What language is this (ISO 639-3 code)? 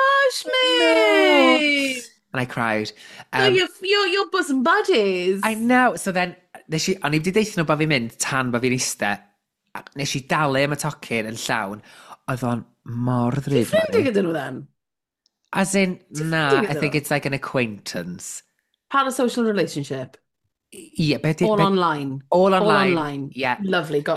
cym